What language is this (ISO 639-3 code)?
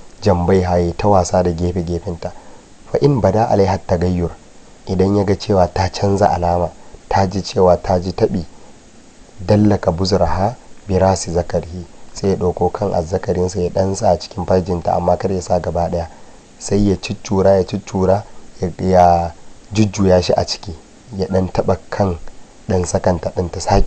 hau